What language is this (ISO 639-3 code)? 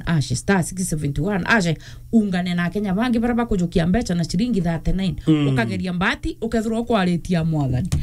mer